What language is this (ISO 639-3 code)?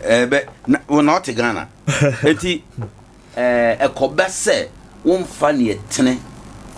aka